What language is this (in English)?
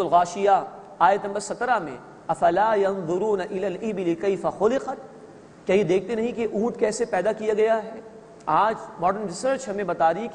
Urdu